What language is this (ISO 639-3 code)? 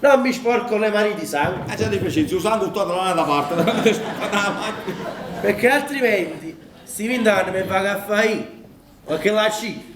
nap